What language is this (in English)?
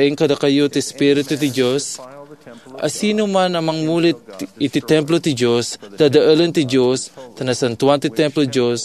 Iloko